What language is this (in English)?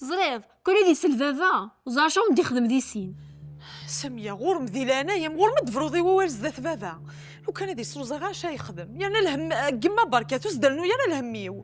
Kabyle